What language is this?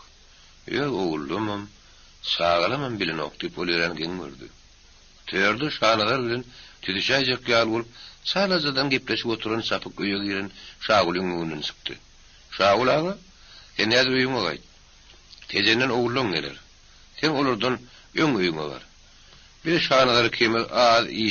Turkmen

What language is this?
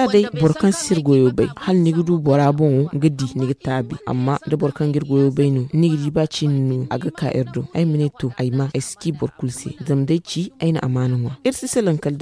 Zarma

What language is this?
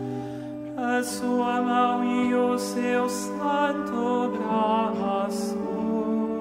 Portuguese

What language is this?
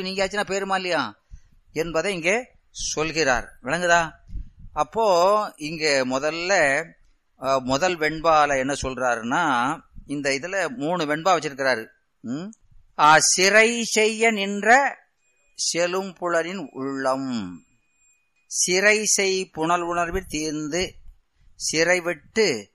Tamil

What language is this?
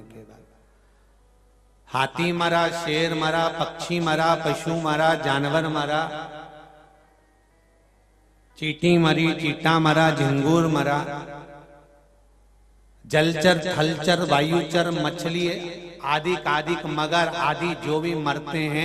Hindi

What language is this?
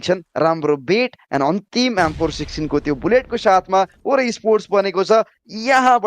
Nepali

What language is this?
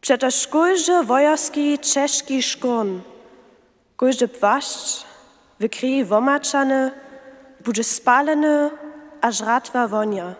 Upper Sorbian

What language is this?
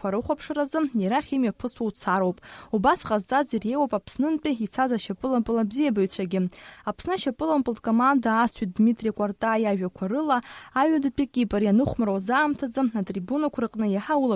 Abkhazian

